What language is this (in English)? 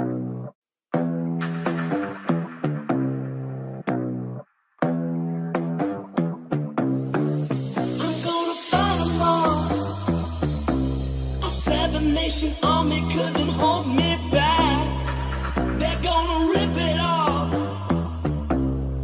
English